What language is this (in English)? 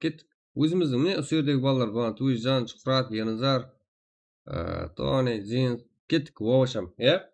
Kara-Kalpak